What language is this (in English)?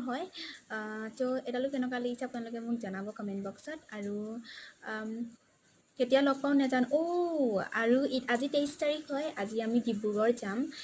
Assamese